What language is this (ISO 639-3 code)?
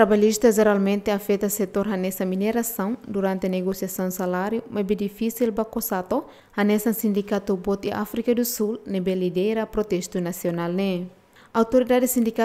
tet